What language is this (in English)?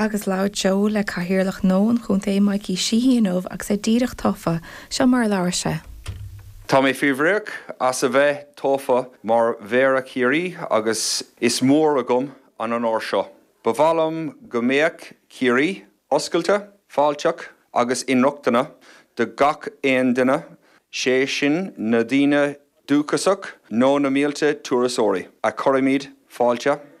Irish